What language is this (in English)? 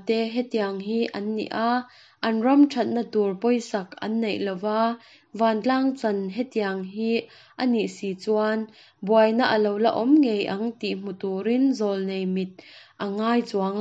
Mizo